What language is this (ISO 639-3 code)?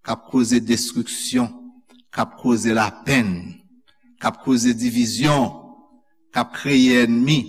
hat